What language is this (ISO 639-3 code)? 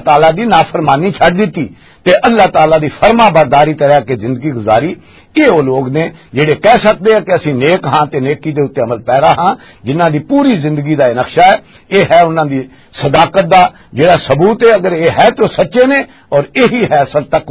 lah